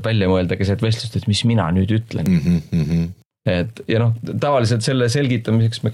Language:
Estonian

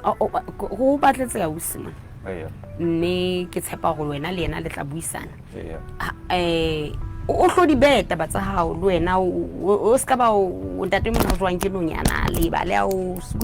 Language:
Southern Sotho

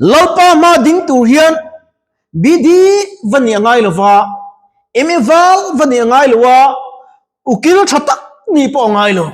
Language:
Mizo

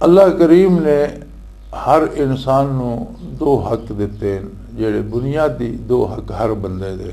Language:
Western Panjabi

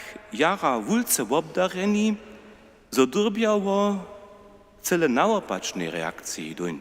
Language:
Upper Sorbian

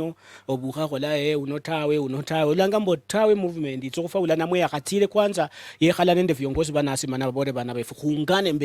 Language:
Luyia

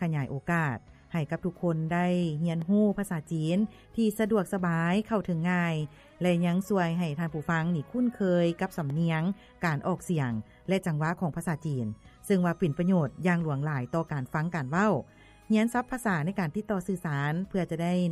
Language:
Lao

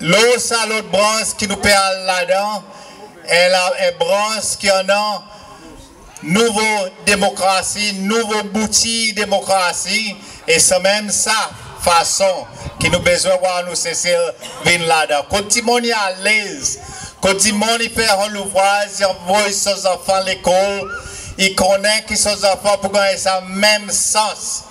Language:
Seselwa Creole French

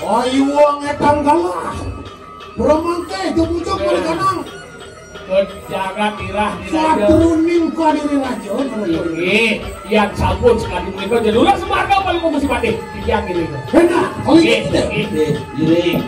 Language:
Balinese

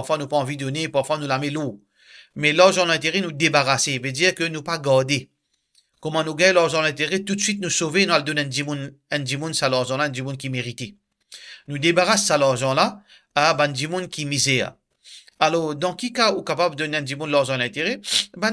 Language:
Morisyen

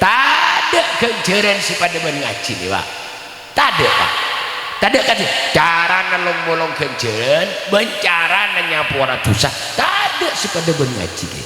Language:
Madurese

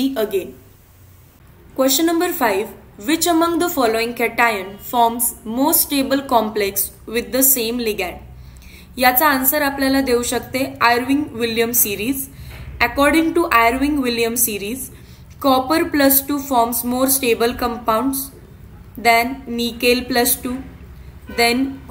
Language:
Marathi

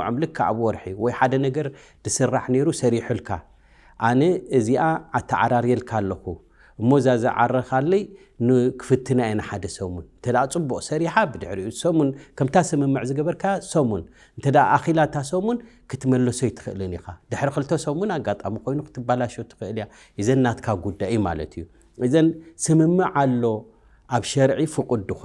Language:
Tigrinya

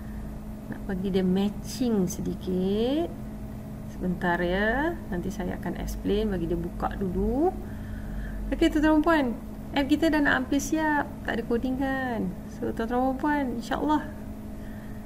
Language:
Malay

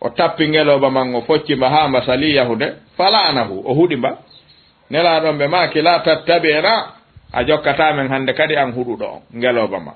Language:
Fula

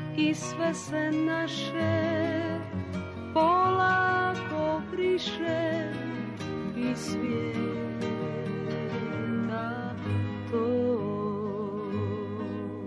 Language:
Croatian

